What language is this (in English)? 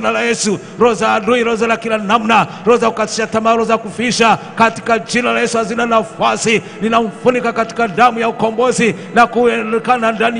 Swahili